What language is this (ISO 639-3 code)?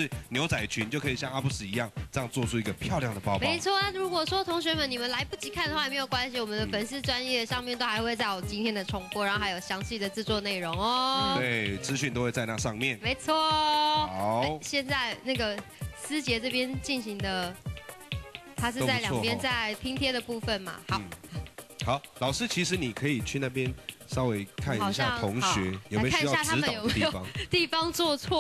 zho